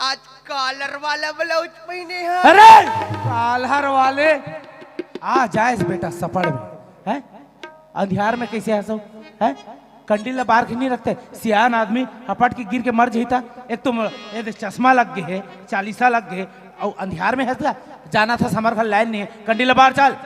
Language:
Chhattisgarhi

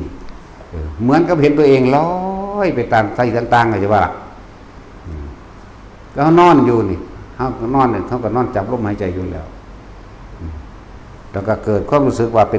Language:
Northeastern Thai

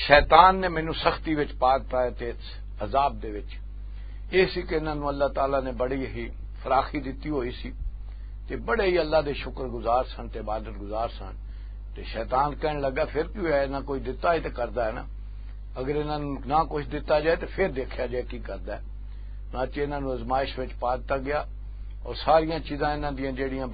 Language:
Western Panjabi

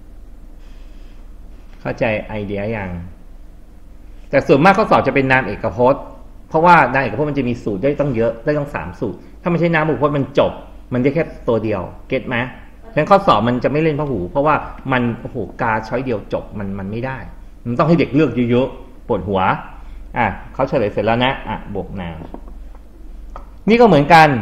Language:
Thai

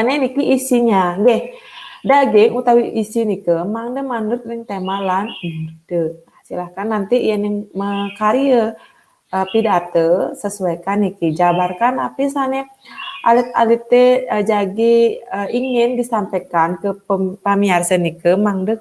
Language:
Balinese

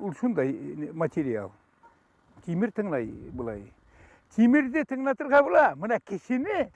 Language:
Bashkir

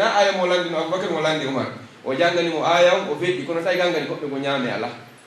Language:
Pular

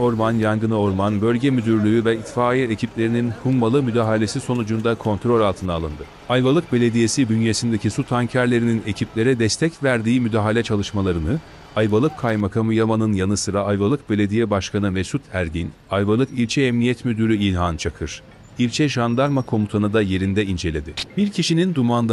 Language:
Turkish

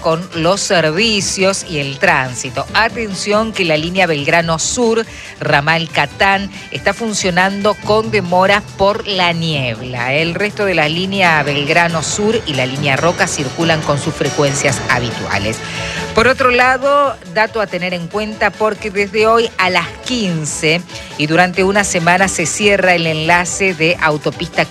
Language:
Spanish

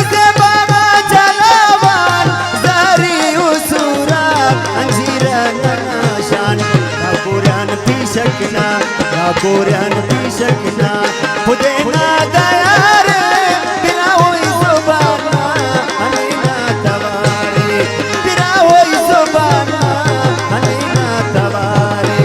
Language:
Brahui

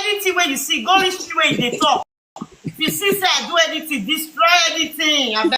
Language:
Nigerian Pidgin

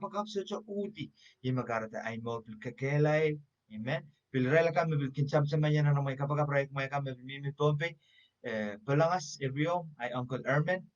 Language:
Pohnpeian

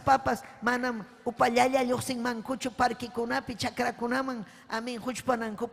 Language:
Ayacucho Quechua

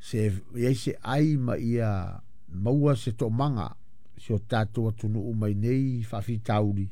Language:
Samoan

